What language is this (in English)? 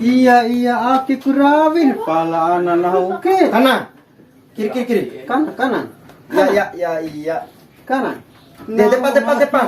Bima